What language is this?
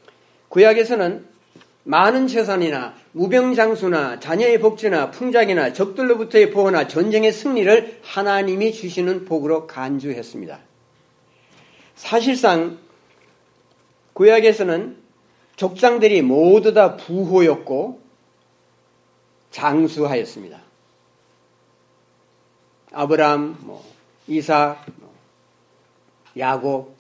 Korean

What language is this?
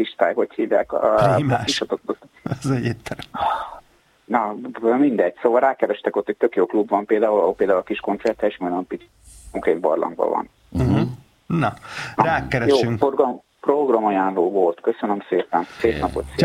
Hungarian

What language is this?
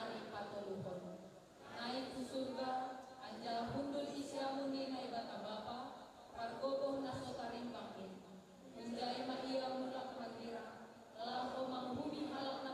Batak Simalungun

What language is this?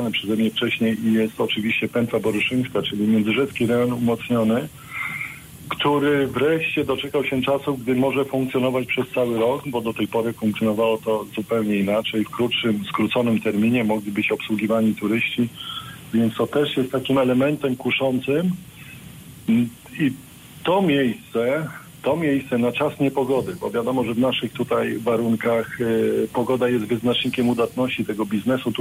Polish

